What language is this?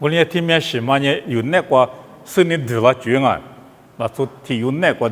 Lisu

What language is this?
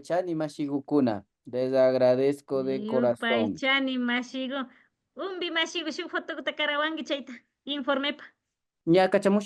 Imbabura Highland Quichua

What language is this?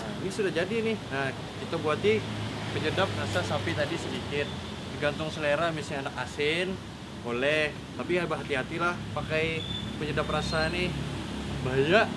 Banjar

